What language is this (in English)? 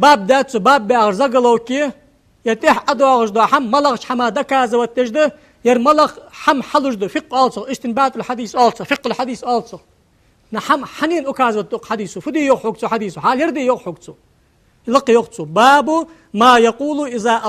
Ingush